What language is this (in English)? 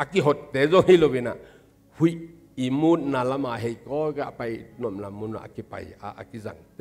Tedim Chin